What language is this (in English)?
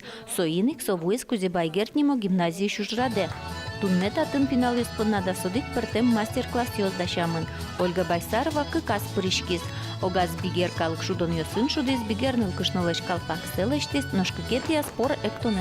Udmurt